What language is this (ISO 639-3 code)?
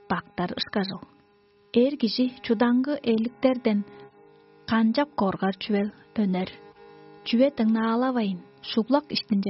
tyv